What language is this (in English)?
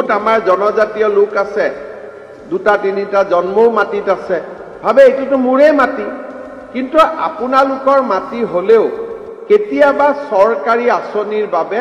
Assamese